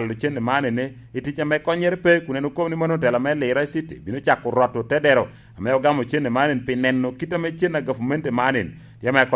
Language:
Lango (Uganda)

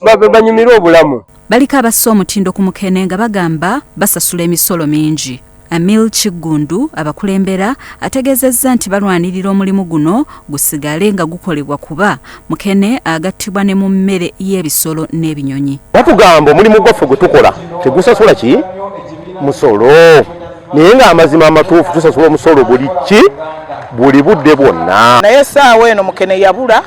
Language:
Ganda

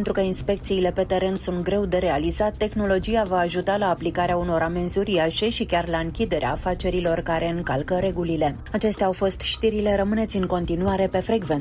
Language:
Romanian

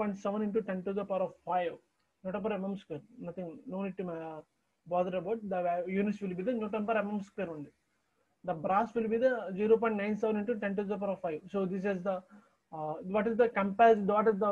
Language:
English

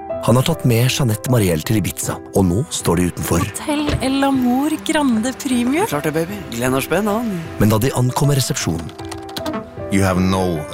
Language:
Norwegian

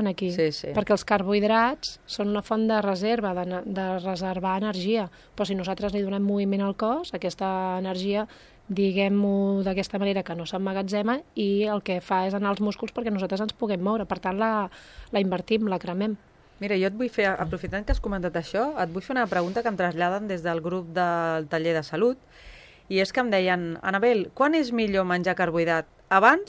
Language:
Catalan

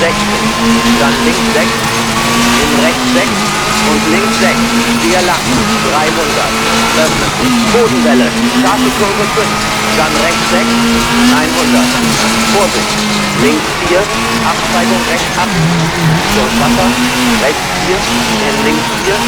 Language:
Bavarian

